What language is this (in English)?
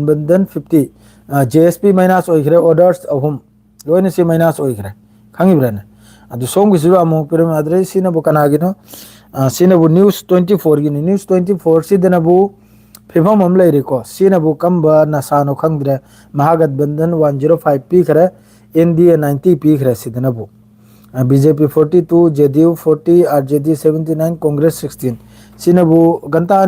Manipuri